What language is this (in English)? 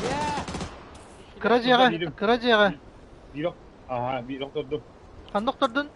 Yakut